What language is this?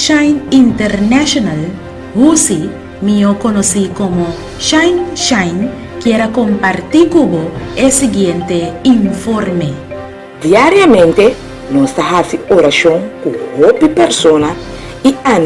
Papiamento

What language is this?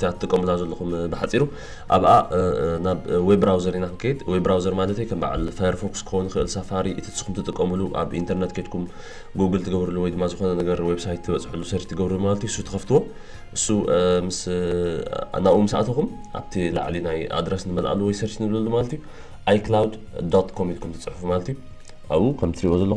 Tigrinya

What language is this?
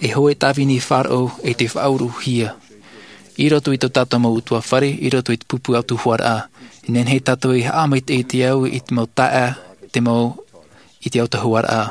Tahitian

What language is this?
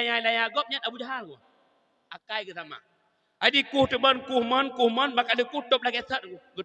Achinese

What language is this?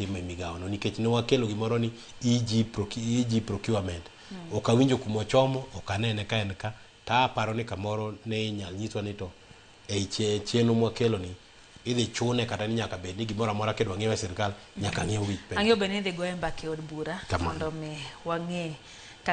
Luo (Kenya and Tanzania)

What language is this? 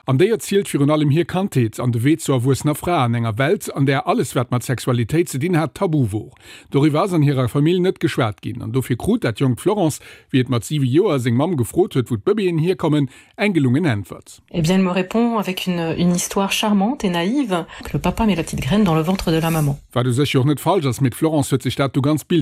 Luxembourgish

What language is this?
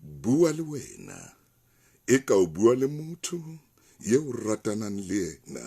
Southern Sotho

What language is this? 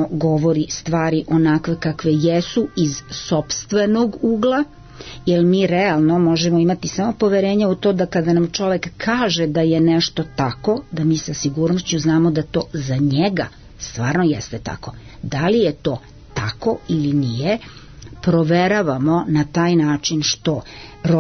Serbian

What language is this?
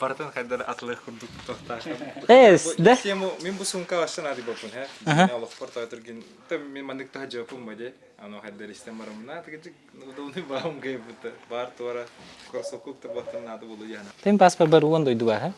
Yakut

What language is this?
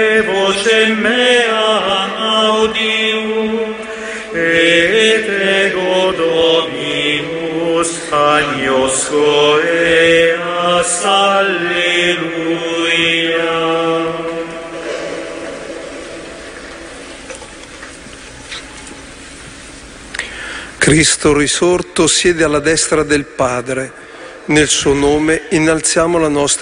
Italian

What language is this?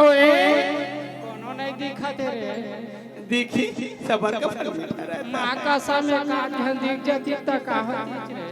Chhattisgarhi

